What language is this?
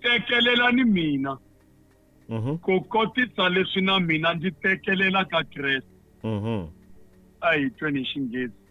Tsonga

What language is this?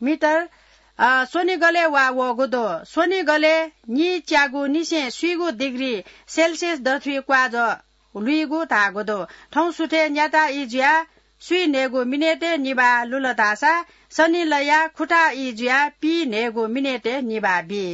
Newari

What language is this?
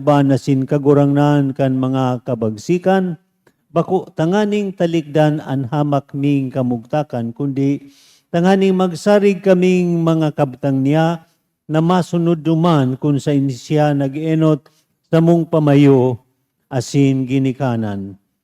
Bikol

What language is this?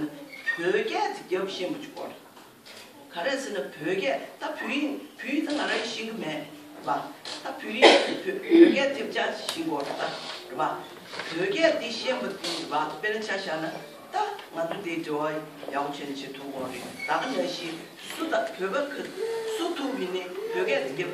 Tibetan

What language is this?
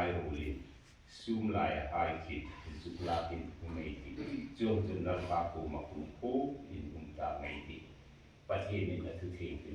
Hmar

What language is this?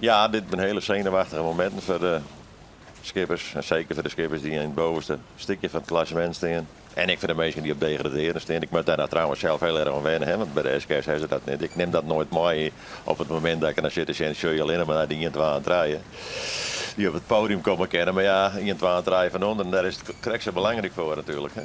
Western Frisian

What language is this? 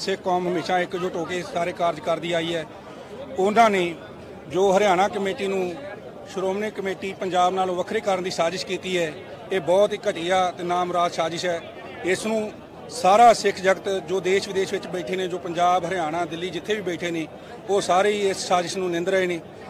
Punjabi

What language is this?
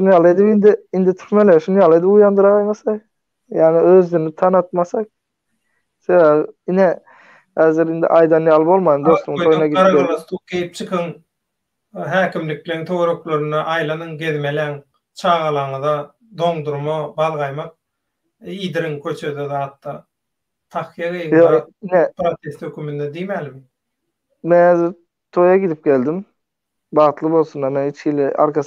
Turkmen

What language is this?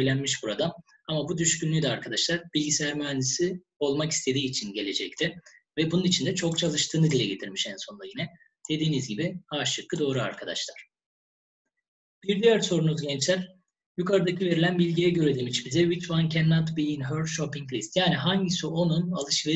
Turkish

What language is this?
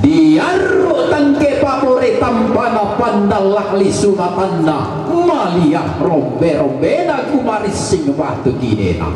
Toraja-Sa'dan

